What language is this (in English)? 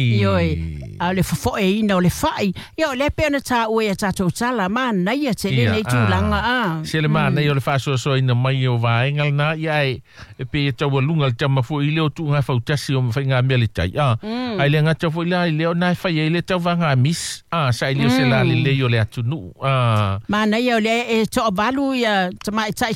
Samoan